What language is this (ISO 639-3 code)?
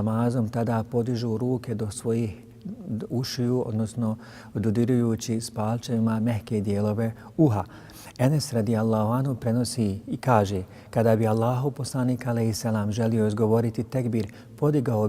bos